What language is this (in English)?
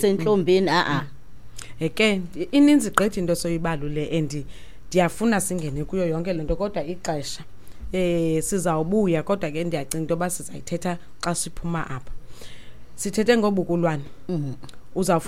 Xhosa